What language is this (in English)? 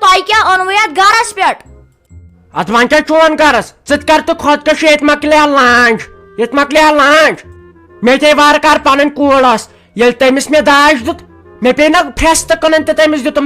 Kashmiri